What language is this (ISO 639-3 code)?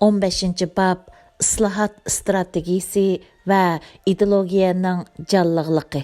uig